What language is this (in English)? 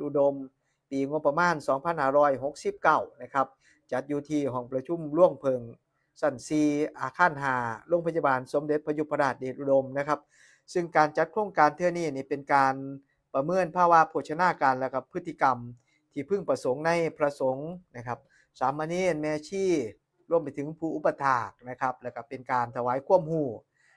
Northeastern Thai